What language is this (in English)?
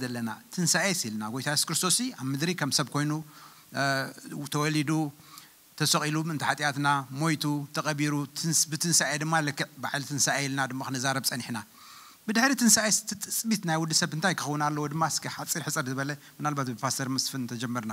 Tigrinya